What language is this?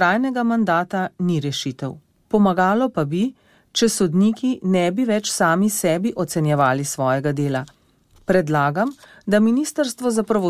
Slovenian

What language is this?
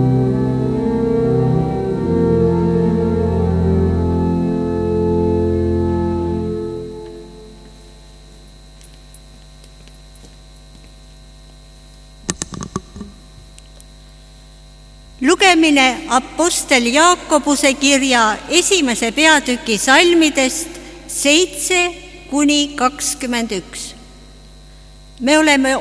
Estonian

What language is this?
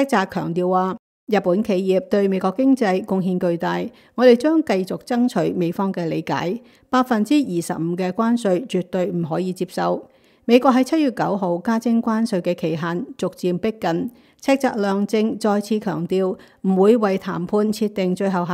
Cantonese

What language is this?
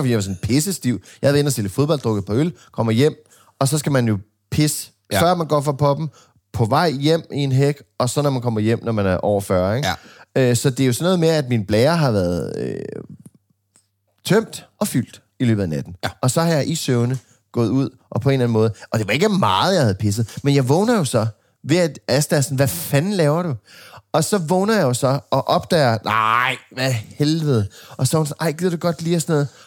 Danish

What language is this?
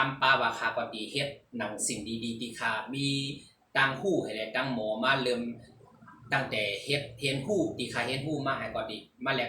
Shan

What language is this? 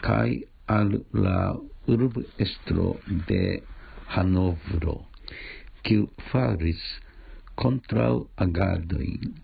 Esperanto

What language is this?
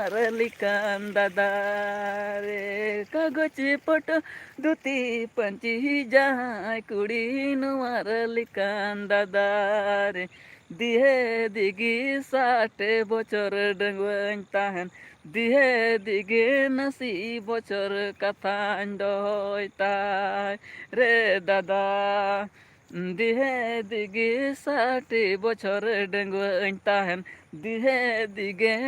Santali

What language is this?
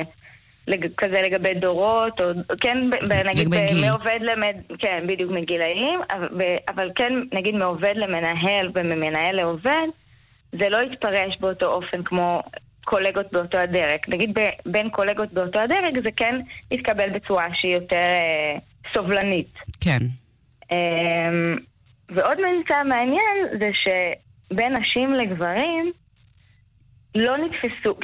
Hebrew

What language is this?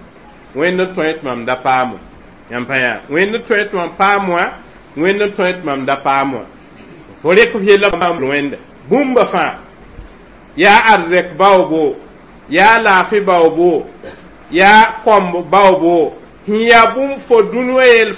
Mossi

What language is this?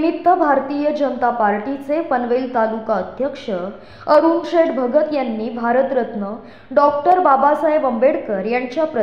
Marathi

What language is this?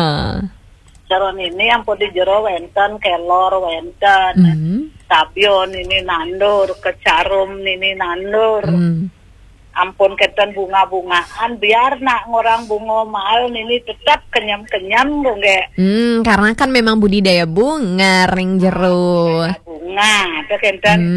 Balinese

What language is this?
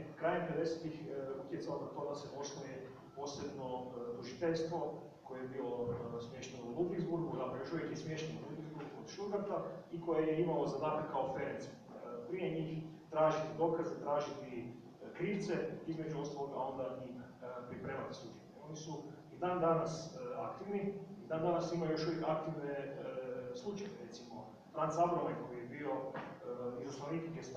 Croatian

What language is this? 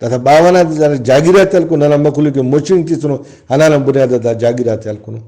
Brahui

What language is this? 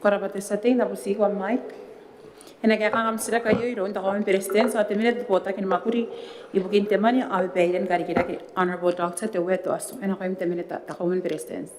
Gilbertese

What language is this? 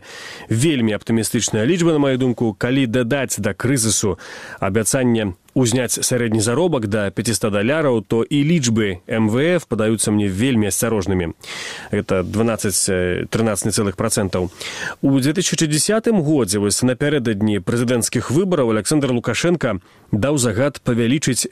Belarusian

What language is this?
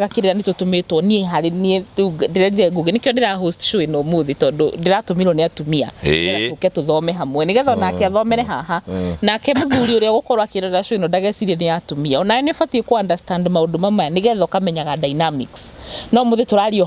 Kikuyu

